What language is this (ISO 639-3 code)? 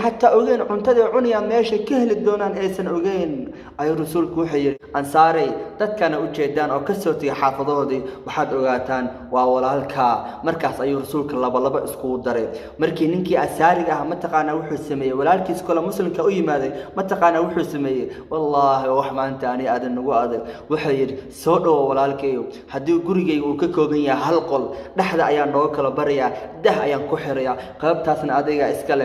som